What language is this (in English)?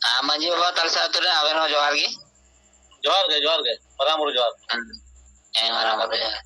Santali